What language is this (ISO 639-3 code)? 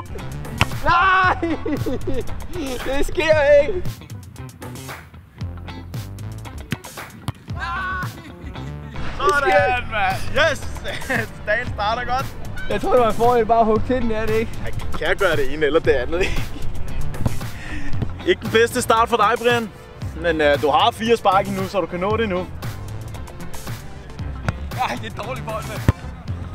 dan